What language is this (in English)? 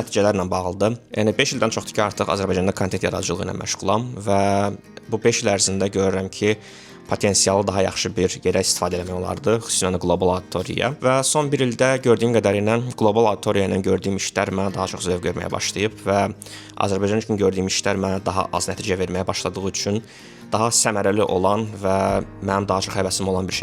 Azerbaijani